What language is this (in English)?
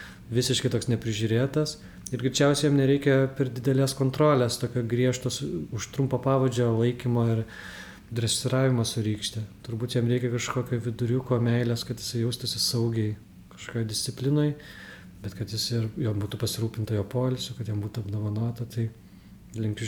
Lithuanian